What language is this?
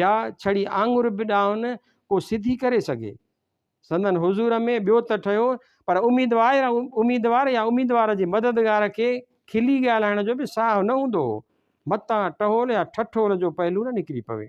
Sindhi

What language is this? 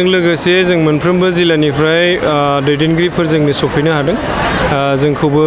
Bodo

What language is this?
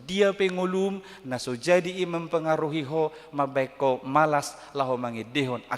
Batak Toba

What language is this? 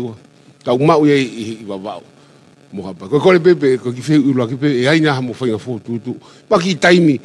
Tongan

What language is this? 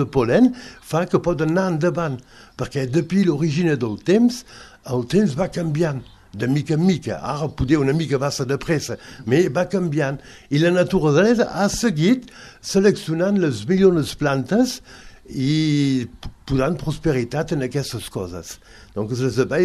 Catalan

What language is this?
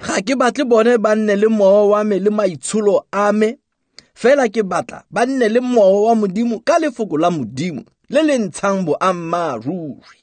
Tswana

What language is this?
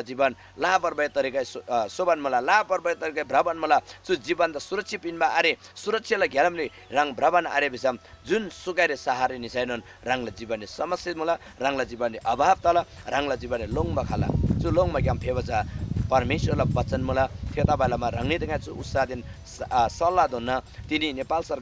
Eastern Tamang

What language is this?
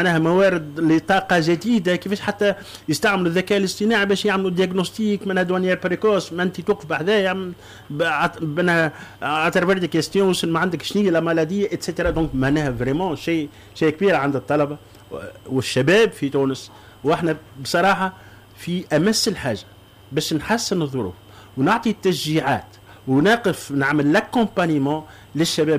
Tunisian Arabic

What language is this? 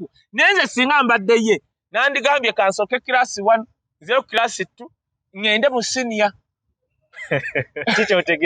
Ganda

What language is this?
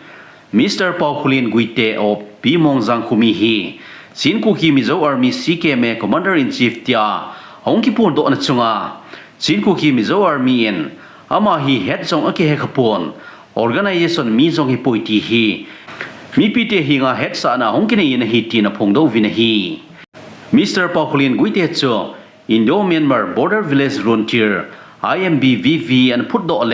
Thado Chin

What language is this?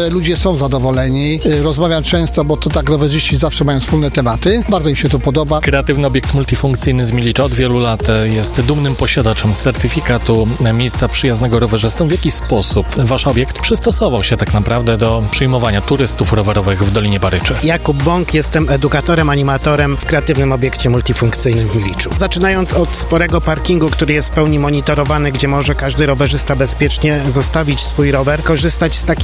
Polish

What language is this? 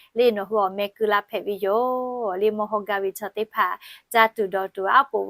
Lahu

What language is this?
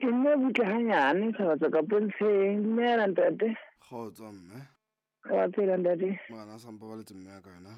Southern Sotho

